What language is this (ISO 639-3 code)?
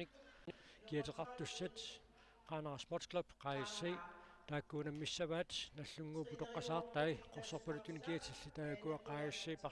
kal